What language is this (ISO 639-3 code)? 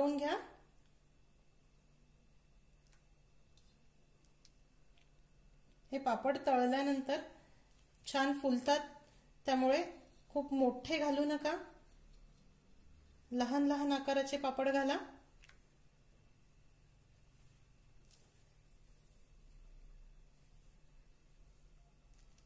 mar